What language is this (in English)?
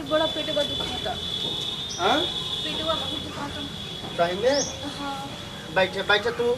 Bhojpuri